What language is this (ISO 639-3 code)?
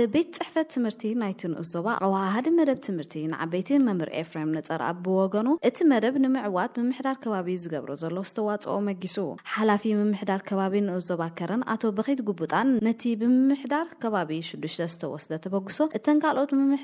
tir